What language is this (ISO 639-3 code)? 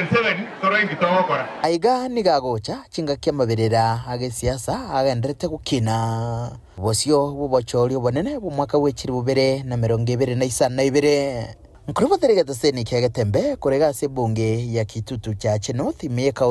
guz